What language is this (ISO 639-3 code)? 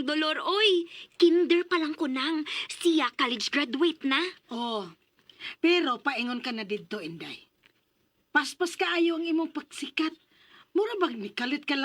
ceb